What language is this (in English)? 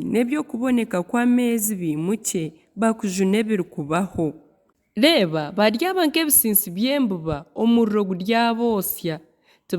Nyankole